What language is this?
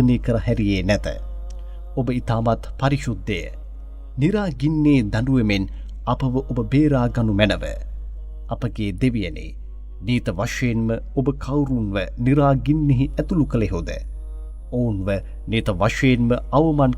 Sinhala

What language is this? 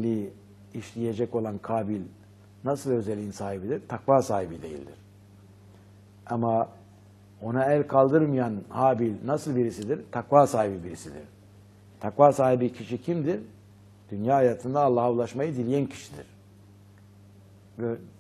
Turkish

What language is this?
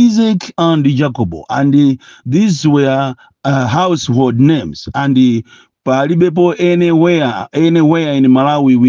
Nyanja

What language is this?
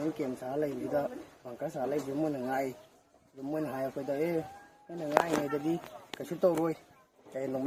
Manipuri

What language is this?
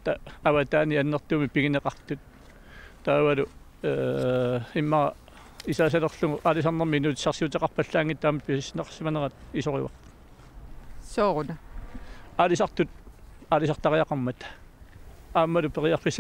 Kalaallisut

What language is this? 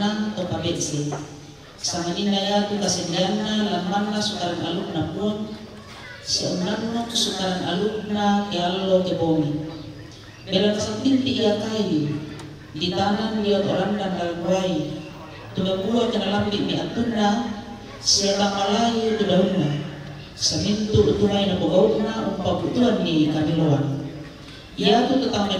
Toraja-Sa'dan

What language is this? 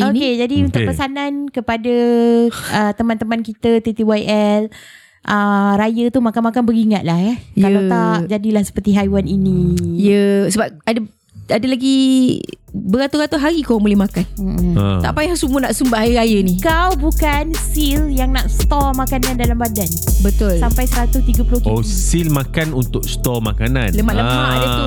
Malay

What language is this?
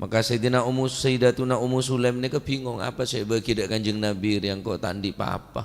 Madurese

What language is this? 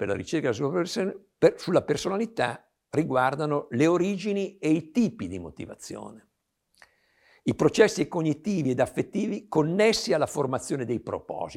Italian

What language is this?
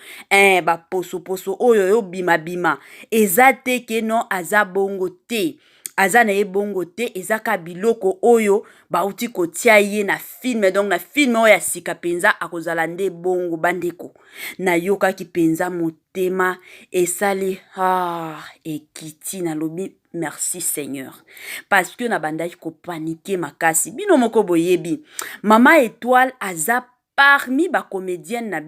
Lingala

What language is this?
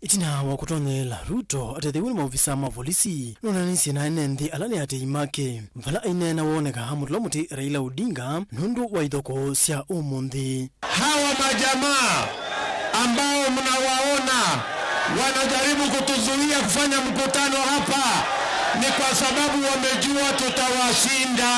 Kamba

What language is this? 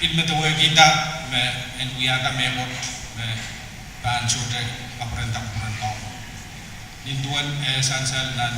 Pohnpeian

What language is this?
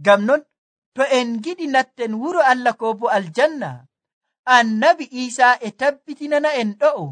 Nigerian Fulfulde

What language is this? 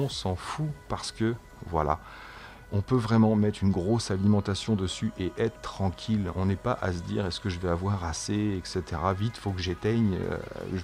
French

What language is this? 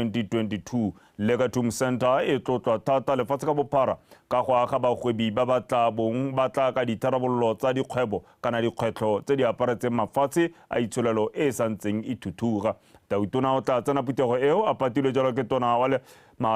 Tswana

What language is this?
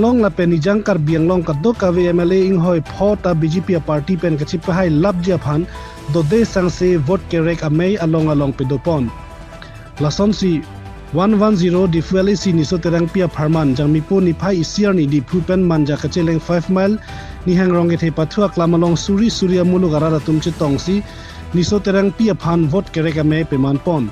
Karbi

